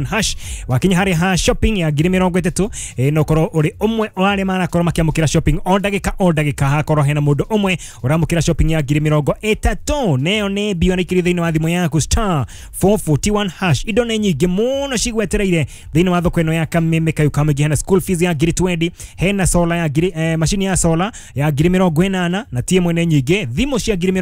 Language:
Kikuyu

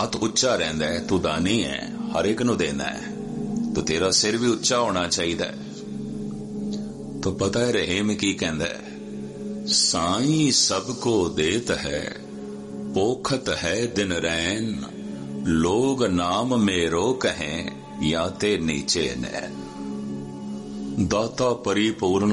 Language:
Punjabi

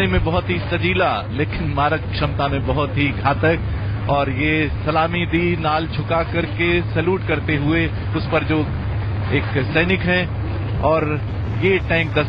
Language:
Hindi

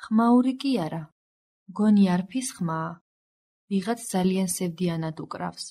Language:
Georgian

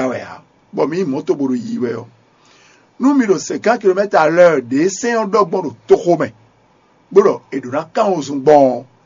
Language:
Fon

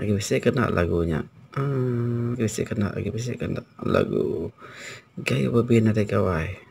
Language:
Iban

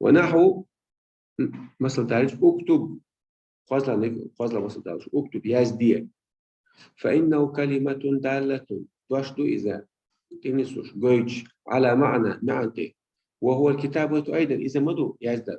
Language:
Chechen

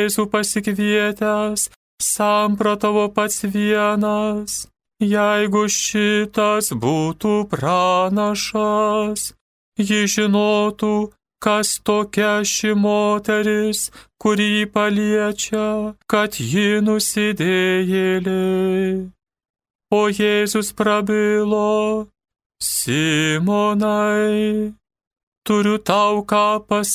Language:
Lithuanian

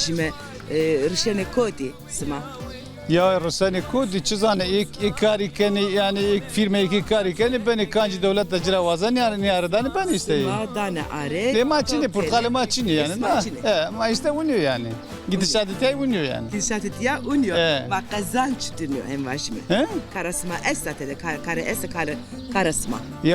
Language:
Zaza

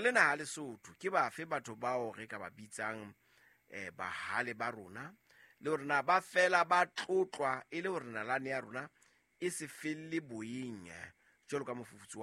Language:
Southern Sotho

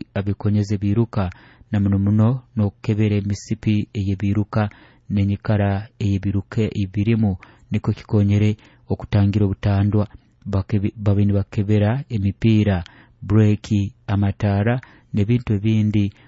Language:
Nyoro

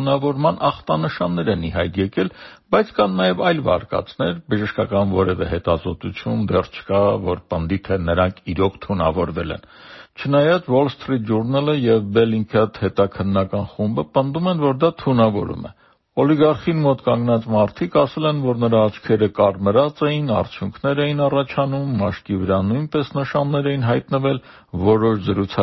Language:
Armenian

